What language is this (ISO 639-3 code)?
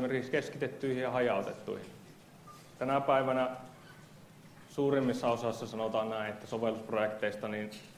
fin